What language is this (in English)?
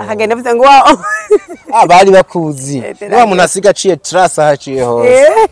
Rundi